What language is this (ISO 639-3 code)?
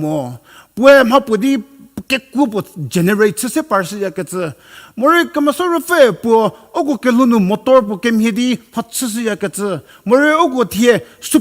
njm